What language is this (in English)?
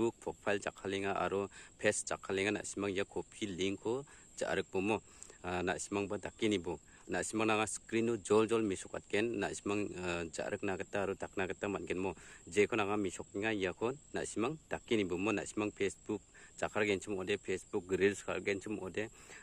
Garo